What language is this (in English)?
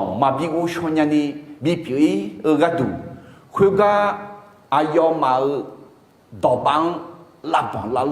Akha